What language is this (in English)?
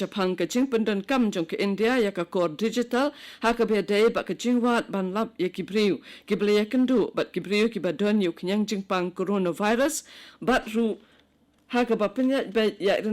Khasi